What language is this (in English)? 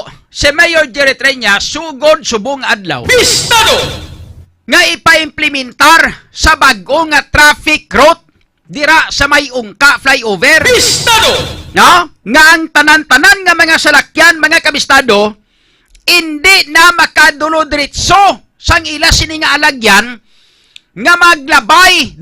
Hiligaynon